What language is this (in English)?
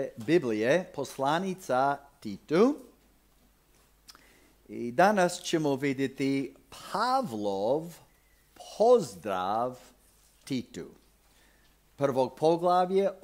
Croatian